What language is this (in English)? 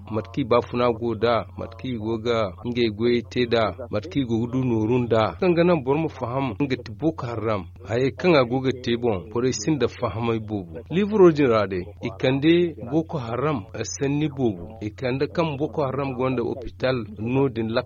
Zarma